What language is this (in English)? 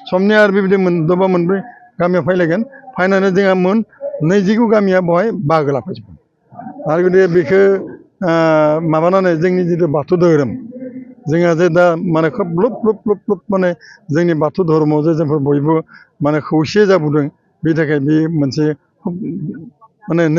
Bodo